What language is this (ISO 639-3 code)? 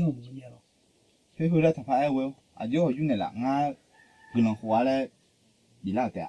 ahk